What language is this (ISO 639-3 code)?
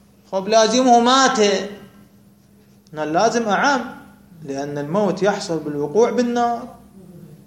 ara